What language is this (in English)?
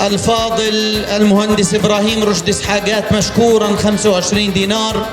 North Levantine Arabic